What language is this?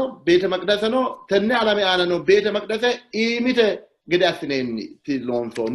Sidamo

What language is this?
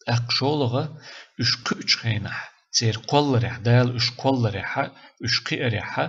Chechen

